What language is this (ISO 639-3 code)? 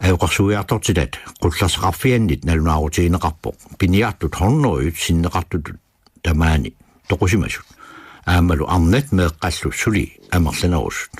kal